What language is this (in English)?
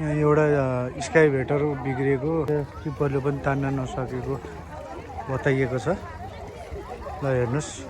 Nepali